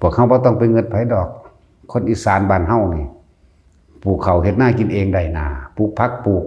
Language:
Northeastern Thai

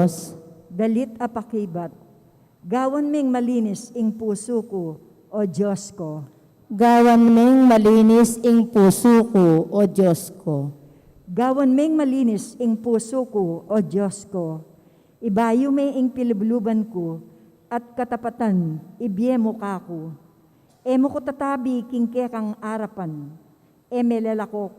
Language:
Pampanga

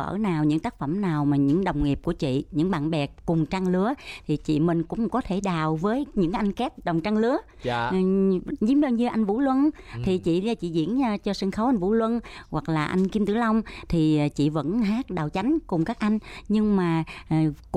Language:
Vietnamese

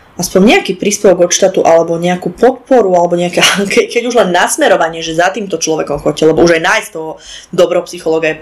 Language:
Slovak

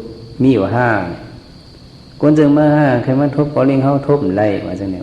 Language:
Shan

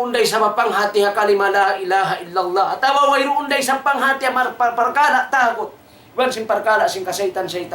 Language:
Tausug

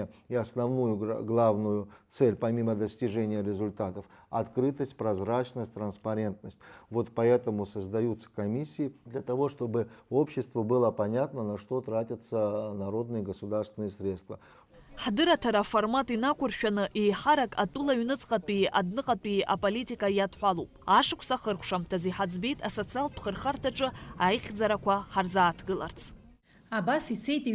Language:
Abkhazian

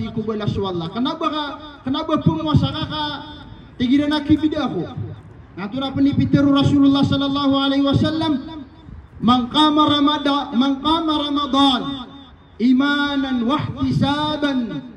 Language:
Maranao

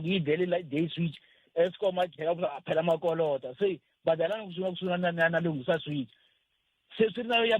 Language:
Tsonga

